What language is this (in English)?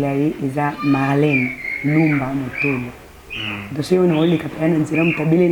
Lingala